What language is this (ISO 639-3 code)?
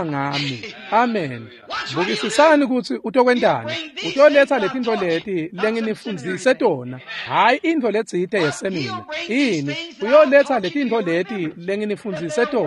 ssw